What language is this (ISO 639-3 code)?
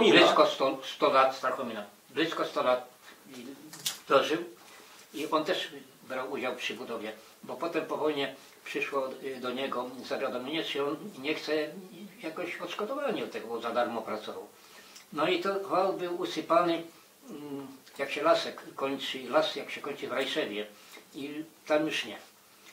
pol